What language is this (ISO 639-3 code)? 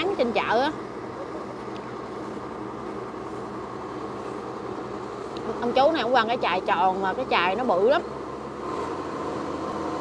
vie